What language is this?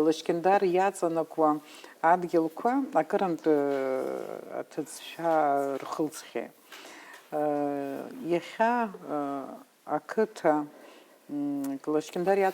Abkhazian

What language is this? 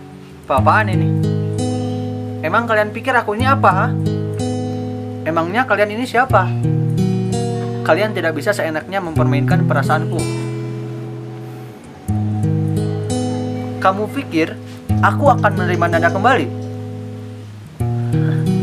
Indonesian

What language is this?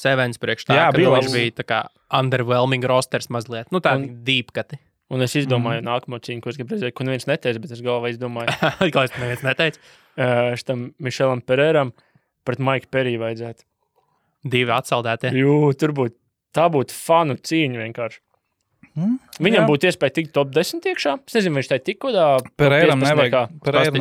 Latvian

